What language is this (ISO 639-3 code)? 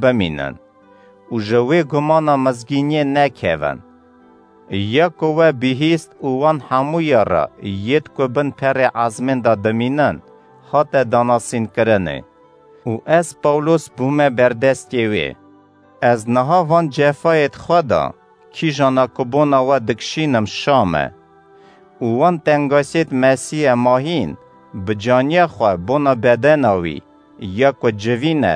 kur